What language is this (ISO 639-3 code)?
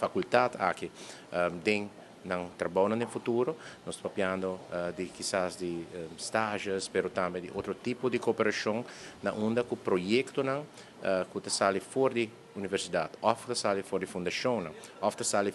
pap